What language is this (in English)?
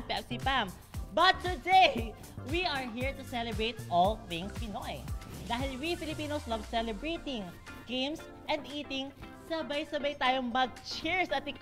Filipino